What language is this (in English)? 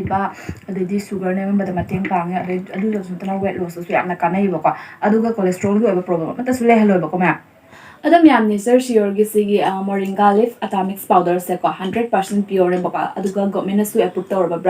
Manipuri